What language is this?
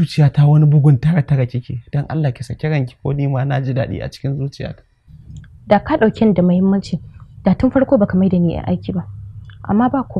Hausa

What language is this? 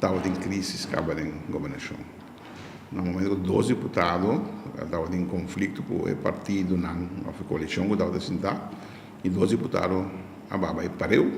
Papiamento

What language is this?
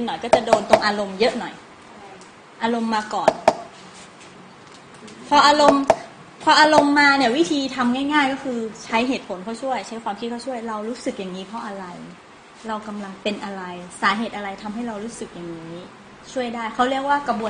Thai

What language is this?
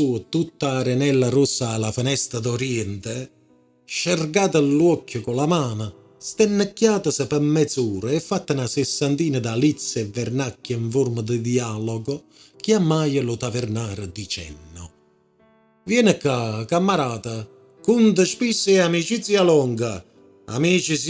Neapolitan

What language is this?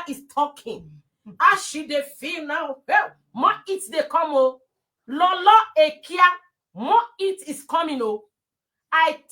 Nigerian Pidgin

